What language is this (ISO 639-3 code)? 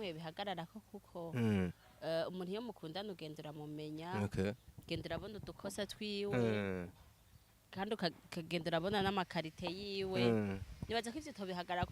run